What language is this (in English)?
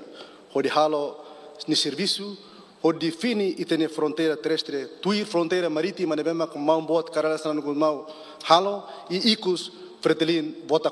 Tetum